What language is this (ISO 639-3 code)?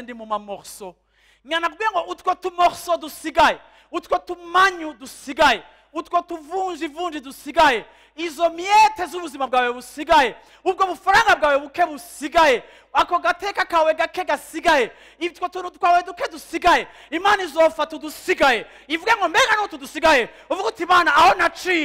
run